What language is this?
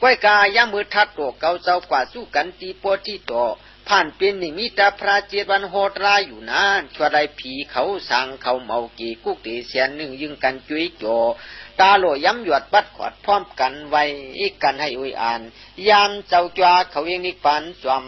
Shan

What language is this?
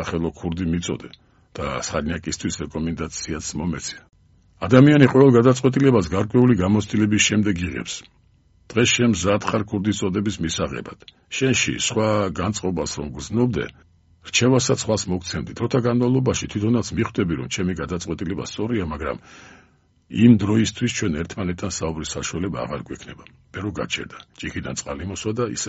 Georgian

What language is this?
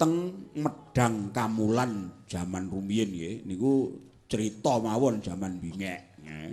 Javanese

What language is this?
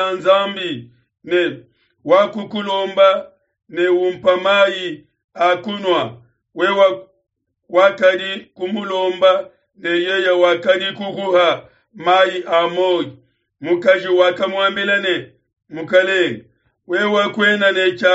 Luba-Lulua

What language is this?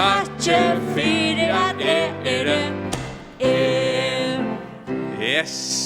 Faroese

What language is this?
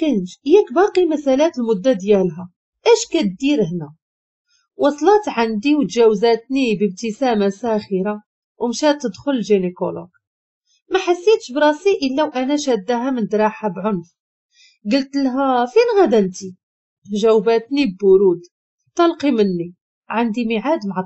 Moroccan Arabic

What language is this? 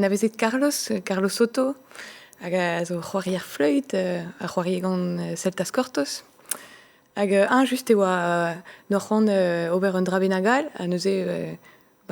Breton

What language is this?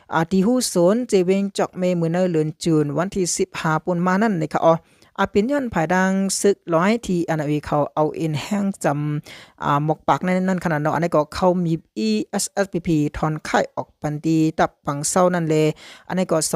Shan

